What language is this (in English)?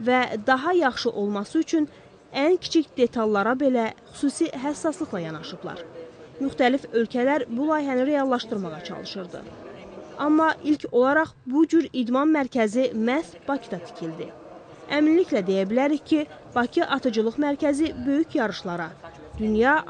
Azerbaijani